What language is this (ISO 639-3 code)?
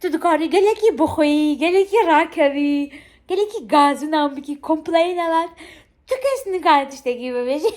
kur